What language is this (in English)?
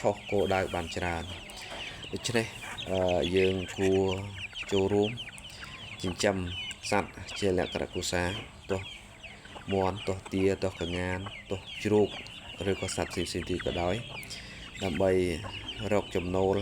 Khmer